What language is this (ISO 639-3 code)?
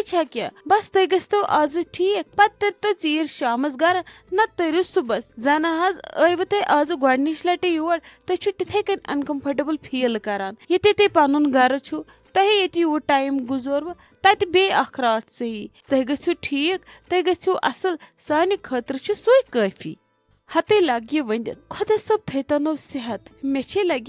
kas